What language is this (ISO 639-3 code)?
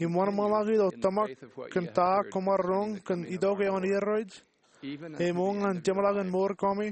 mah